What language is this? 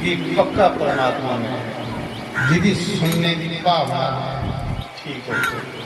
Dogri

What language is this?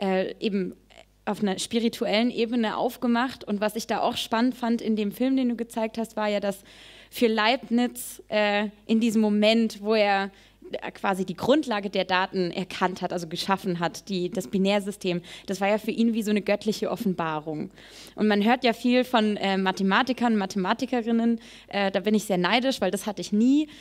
German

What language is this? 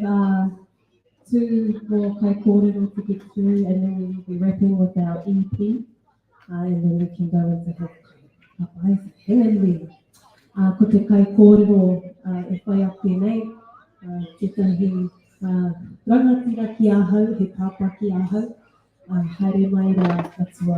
Māori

